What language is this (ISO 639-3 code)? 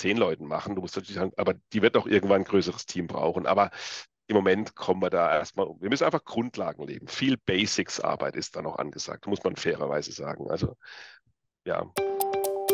deu